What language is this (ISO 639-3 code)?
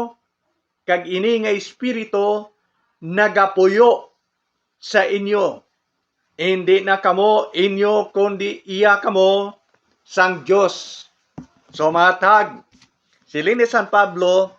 hil